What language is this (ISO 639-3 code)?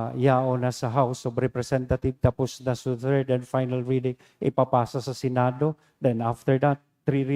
bik